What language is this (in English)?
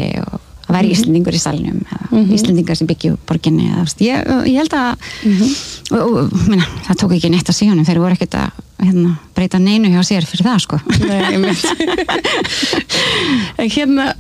Icelandic